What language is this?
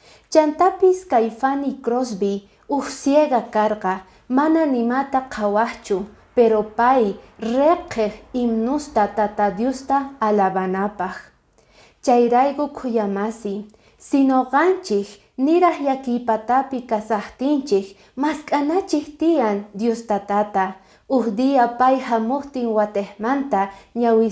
Quechua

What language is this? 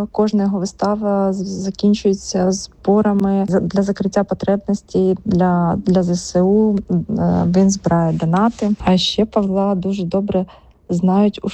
Ukrainian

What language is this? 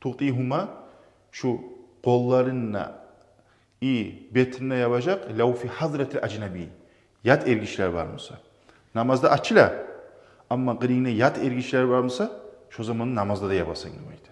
Kumyk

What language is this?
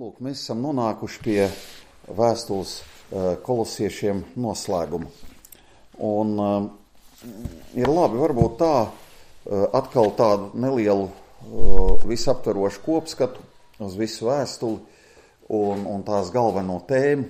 Latvian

